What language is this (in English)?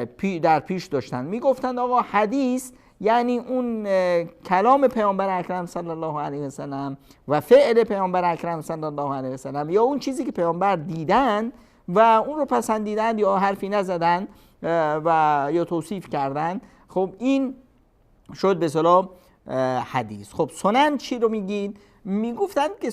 Persian